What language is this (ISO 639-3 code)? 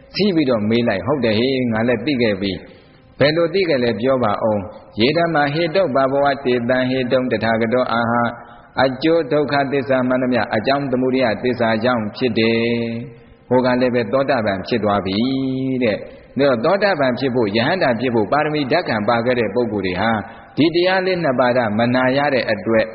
mya